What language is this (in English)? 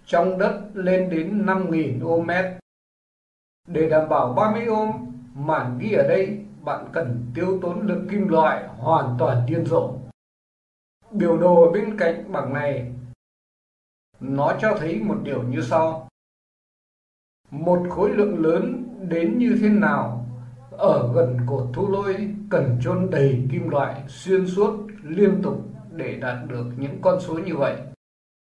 Vietnamese